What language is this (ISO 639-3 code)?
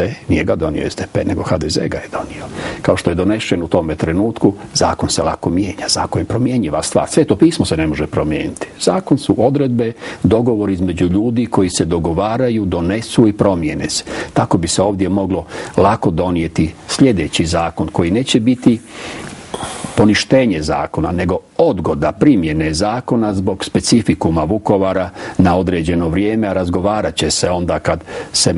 hrv